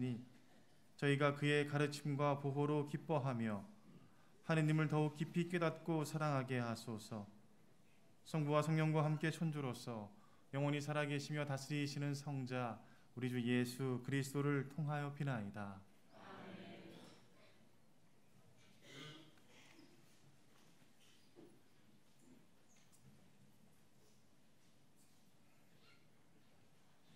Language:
Korean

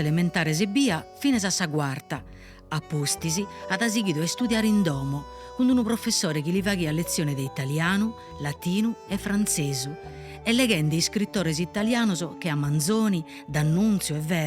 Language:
Sardinian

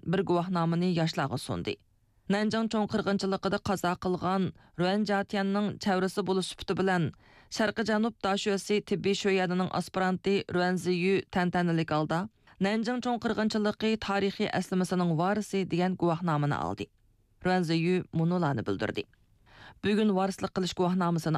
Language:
Uyghur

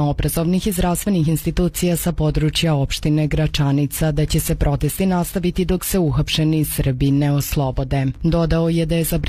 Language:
Serbian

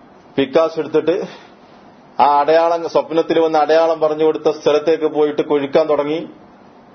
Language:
Malayalam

